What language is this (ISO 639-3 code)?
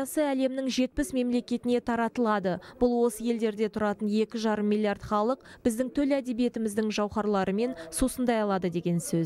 kaz